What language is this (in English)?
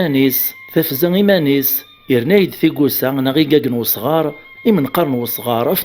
Kabyle